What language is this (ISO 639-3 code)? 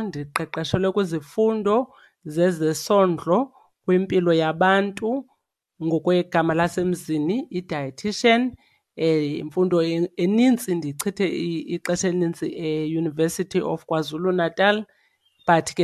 xho